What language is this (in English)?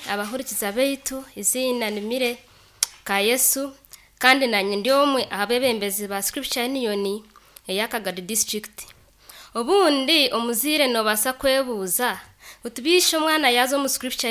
Nyankole